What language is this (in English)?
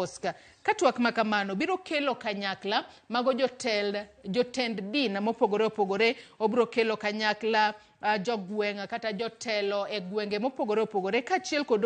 Luo (Kenya and Tanzania)